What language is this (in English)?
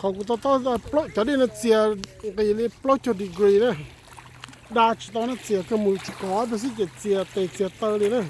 Hmong